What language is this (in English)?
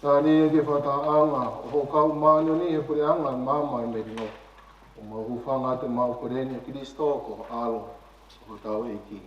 Tongan